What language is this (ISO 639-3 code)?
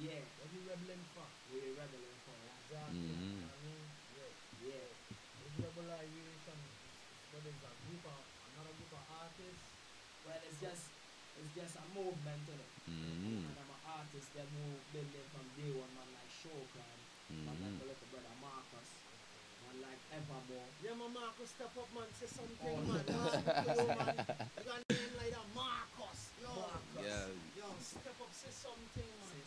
jam